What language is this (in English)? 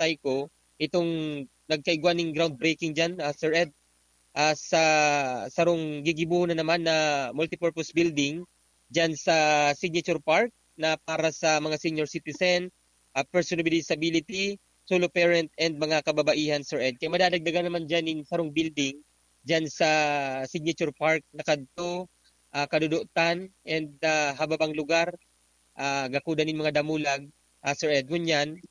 Bikol